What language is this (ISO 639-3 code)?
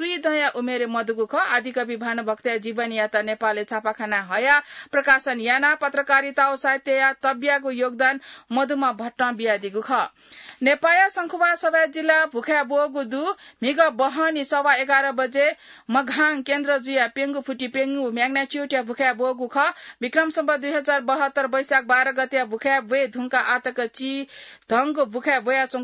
new